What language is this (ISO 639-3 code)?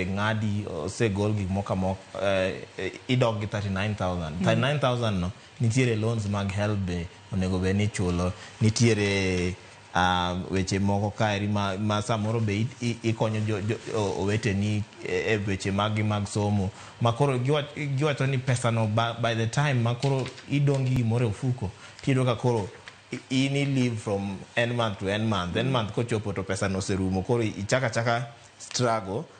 luo